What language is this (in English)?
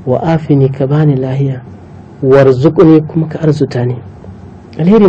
Hausa